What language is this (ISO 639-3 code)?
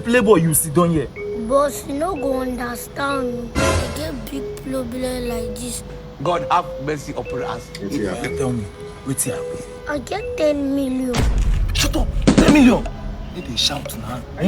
pcm